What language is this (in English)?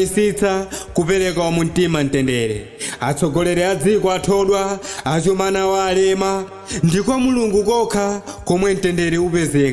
Nyanja